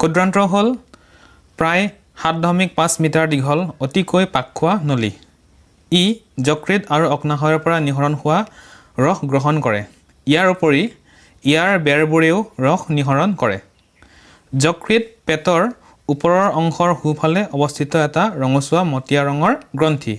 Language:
Assamese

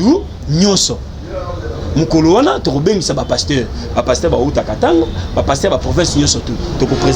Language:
Lingala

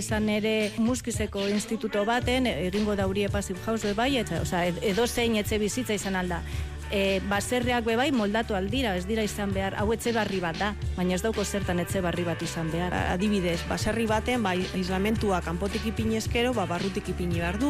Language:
Basque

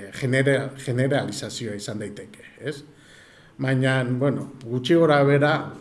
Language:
Basque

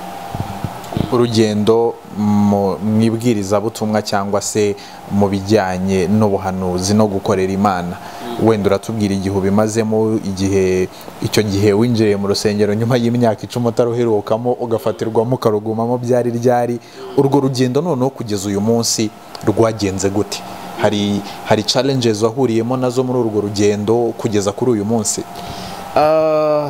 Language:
Kinyarwanda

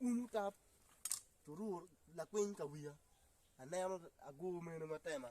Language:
Acoli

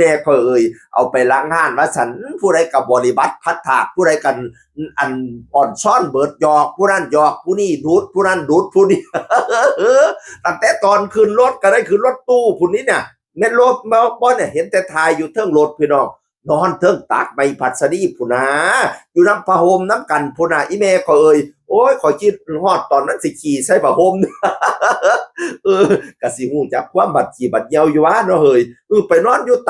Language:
Northeastern Thai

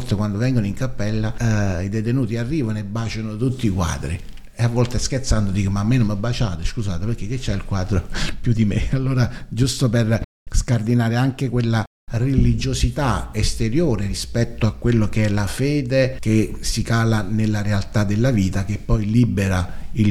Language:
Italian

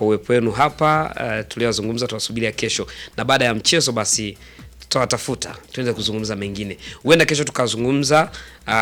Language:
Swahili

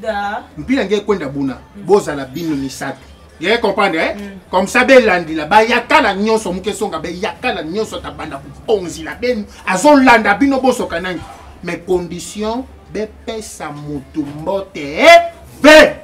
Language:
Lingala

